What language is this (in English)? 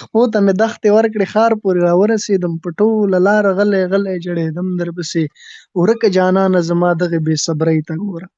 Pashto